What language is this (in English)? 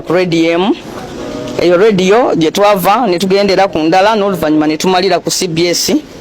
Ganda